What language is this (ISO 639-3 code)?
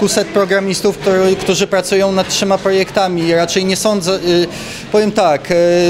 pol